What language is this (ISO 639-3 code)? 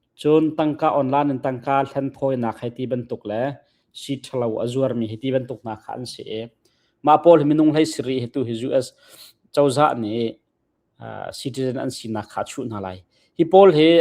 cnh